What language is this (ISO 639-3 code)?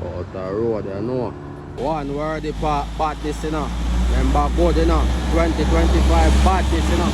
jam